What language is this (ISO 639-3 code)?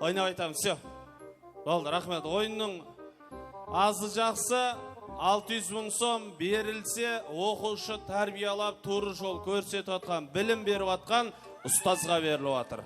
kaa